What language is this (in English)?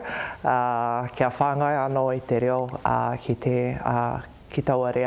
Māori